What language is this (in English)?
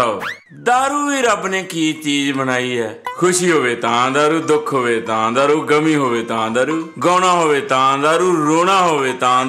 Punjabi